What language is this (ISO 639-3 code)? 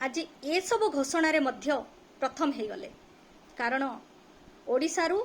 ori